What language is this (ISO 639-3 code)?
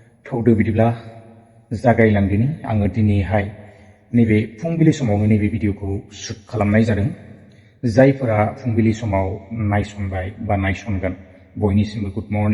brx